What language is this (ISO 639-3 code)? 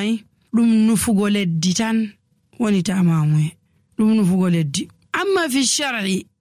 fuv